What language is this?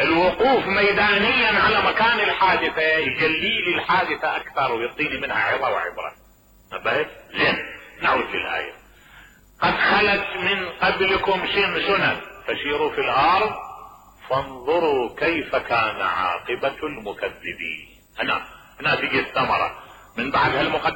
Mesopotamian Arabic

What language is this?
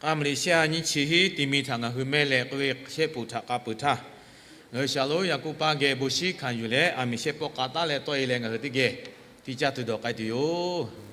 Lahu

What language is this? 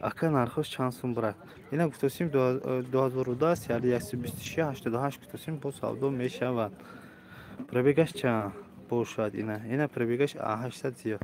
Tajik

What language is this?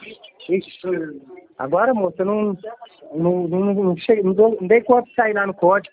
Portuguese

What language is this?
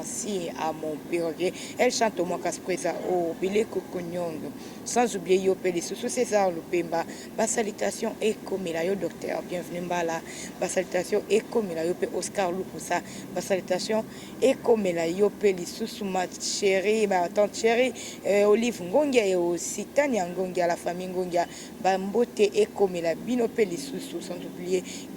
Lingala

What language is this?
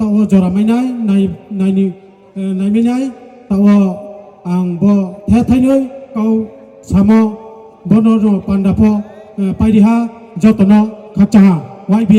Riang (India)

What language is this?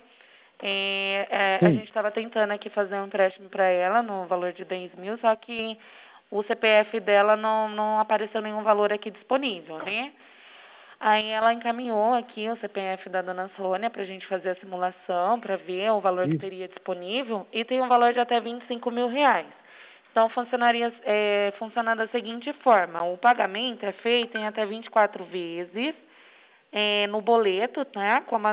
Portuguese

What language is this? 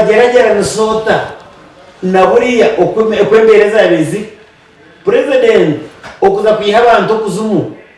Nyankole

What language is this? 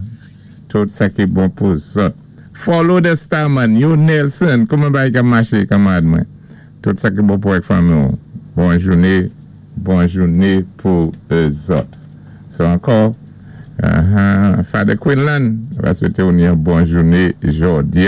Saint Lucian Creole French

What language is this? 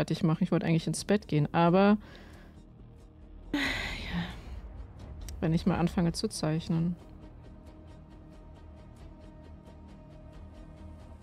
German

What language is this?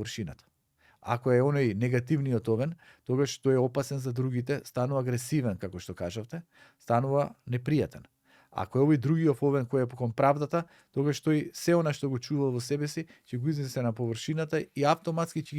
Macedonian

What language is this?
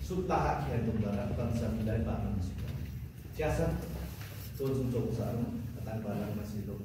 Limbu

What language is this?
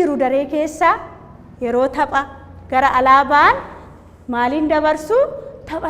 Oromo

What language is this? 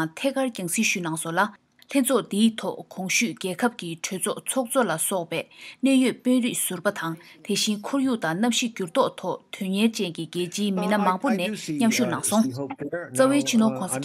Tibetan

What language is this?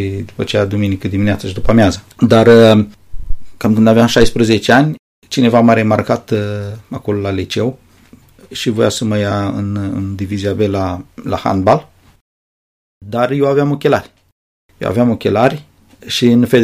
Romanian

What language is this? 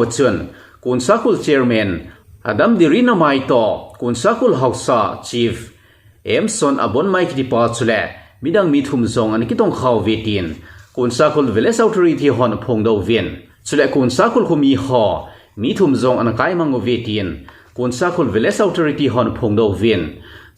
Thado Chin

